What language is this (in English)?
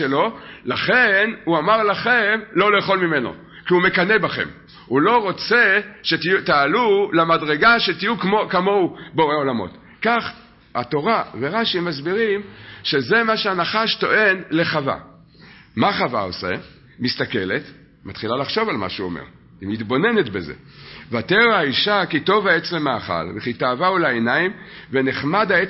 Hebrew